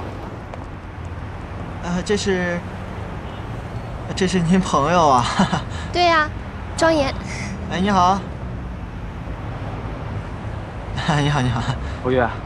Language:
Chinese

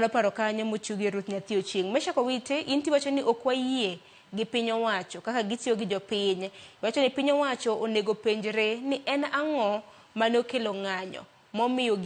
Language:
Luo (Kenya and Tanzania)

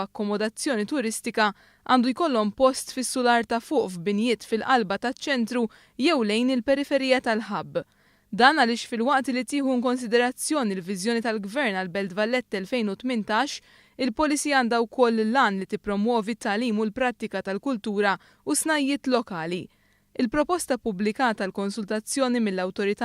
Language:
Maltese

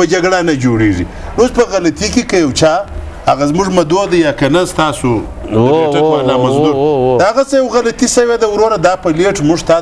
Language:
Pashto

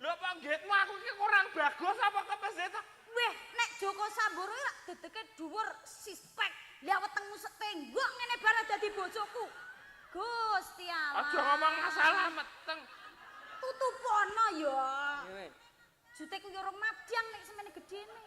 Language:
Javanese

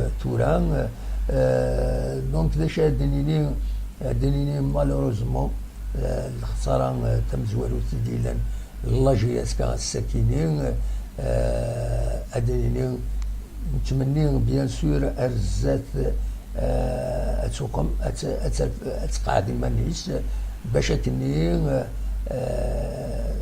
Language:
Kabyle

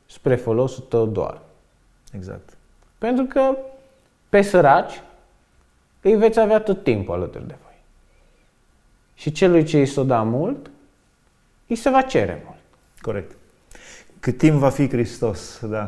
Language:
Romanian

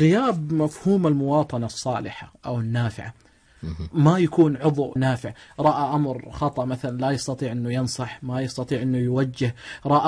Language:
Najdi Arabic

